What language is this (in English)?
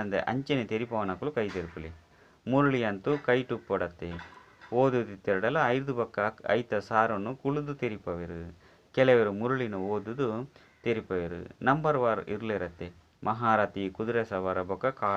Tulu